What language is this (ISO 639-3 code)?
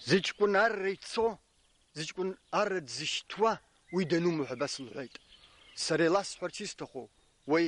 abk